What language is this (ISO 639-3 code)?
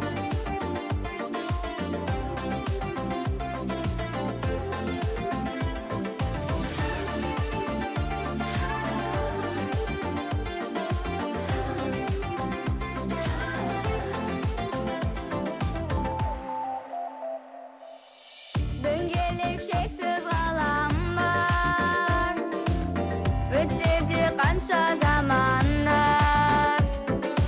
kaz